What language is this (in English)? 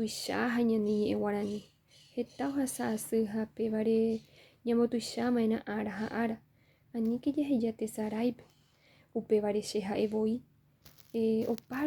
Guarani